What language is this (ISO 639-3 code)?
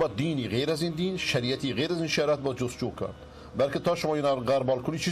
fas